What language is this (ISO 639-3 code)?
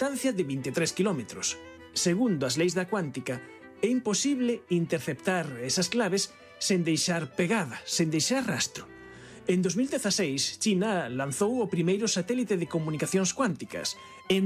glg